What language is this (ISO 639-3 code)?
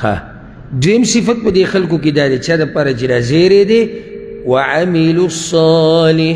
pus